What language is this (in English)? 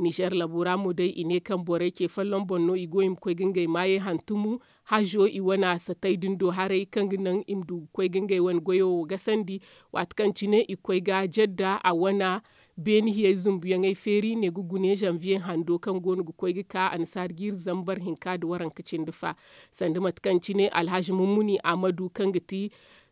Zarma